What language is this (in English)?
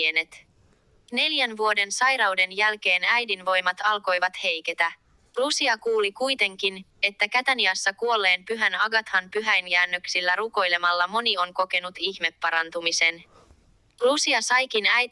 Finnish